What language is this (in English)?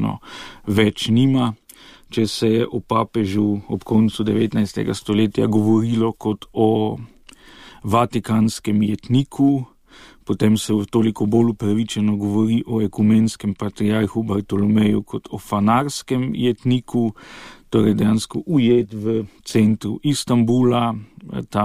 Slovenian